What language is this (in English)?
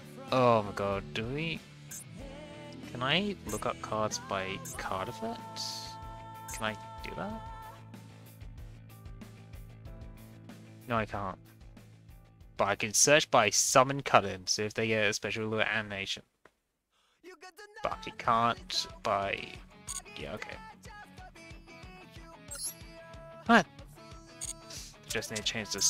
English